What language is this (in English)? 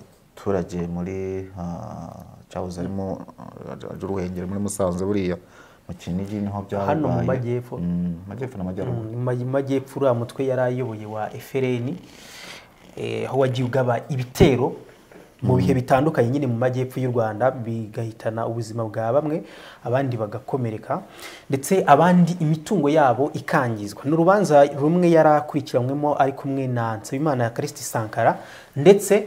Kinyarwanda